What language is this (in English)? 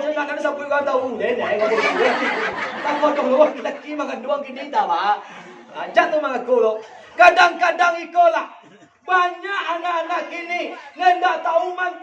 Minangkabau